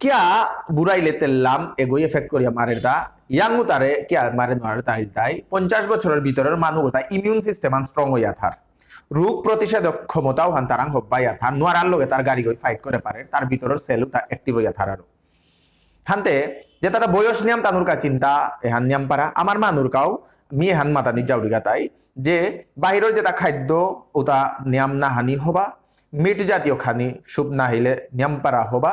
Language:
Bishnupriya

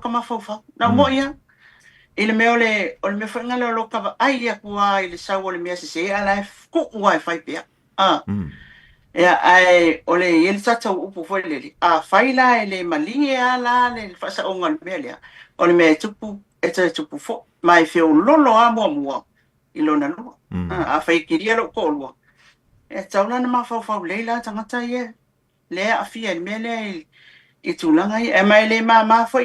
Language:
Samoan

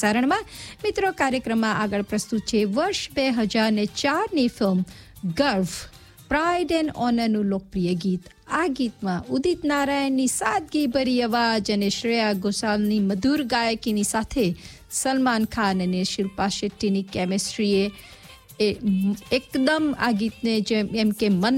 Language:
Gujarati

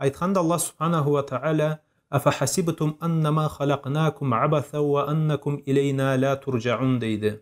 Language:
Karachay-Balkar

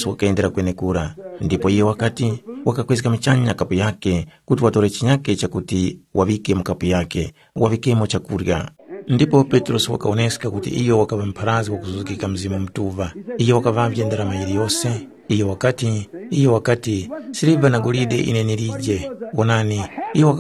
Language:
Tumbuka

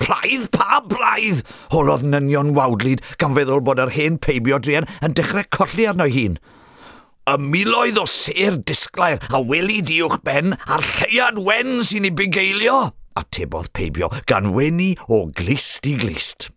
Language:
Welsh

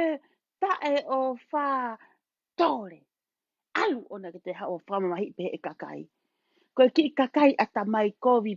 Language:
Tongan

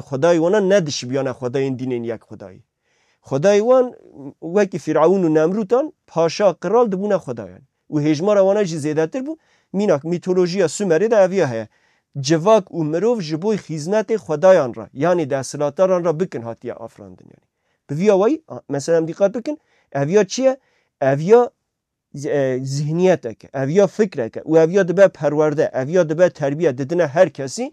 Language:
Kurdish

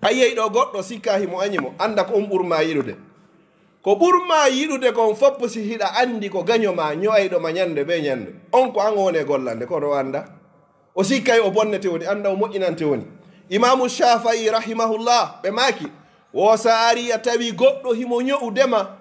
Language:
Fula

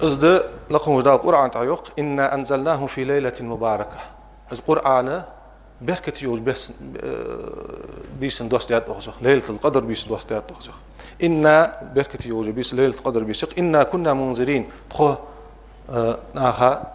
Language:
Ingush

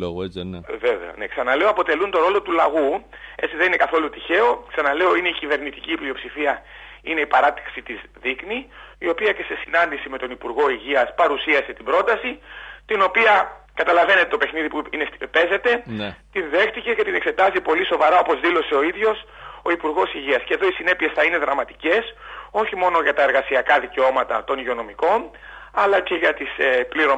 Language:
Greek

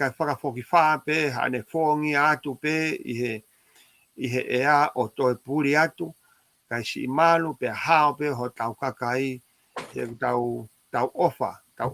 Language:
Tongan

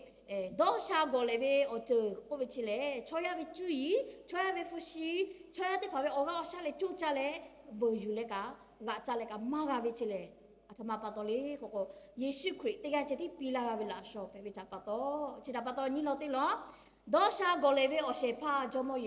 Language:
Lahu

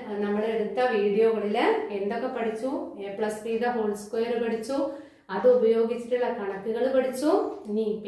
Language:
Malayalam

